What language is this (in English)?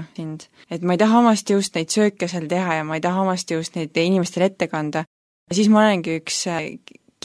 Estonian